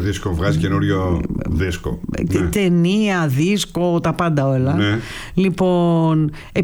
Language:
Greek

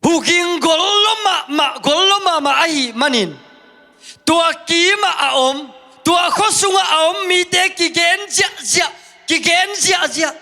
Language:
Tedim Chin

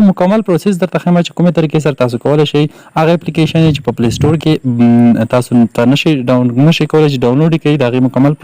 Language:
Pashto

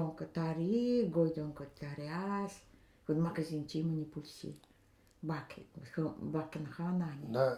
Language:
Nanai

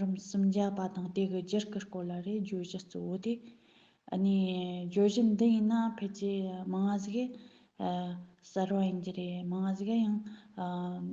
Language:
Tibetan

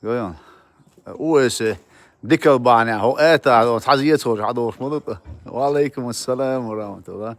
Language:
Chechen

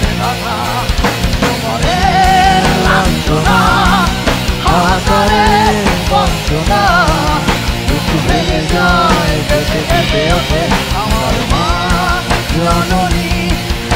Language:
Bangla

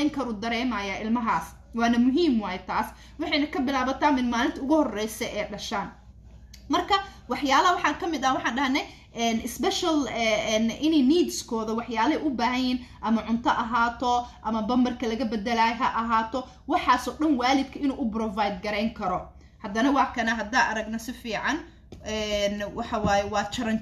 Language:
Somali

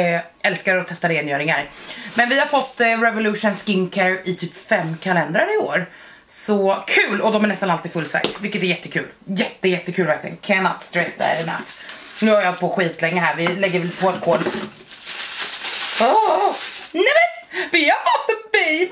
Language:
Swedish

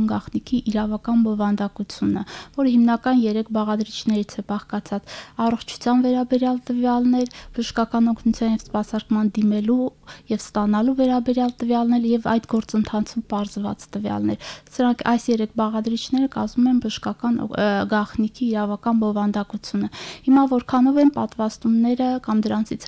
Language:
Armenian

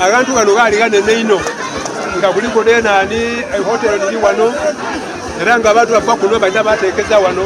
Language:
Soga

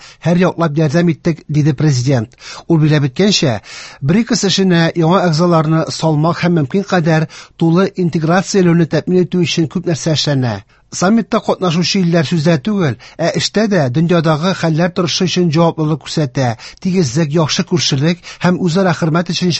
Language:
Tatar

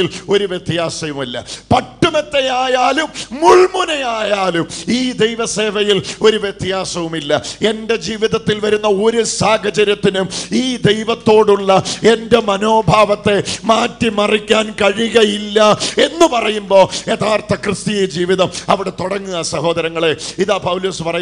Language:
Malayalam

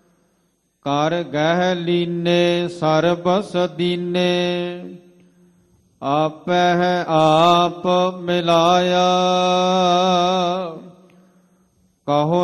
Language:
Punjabi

